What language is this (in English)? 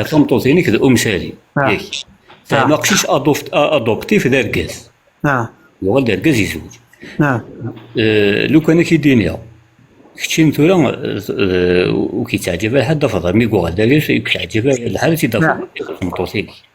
Kabyle